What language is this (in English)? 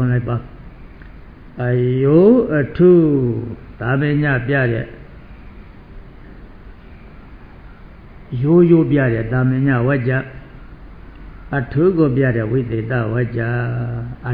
Burmese